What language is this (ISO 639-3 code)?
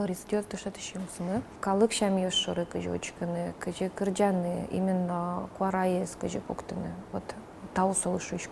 udm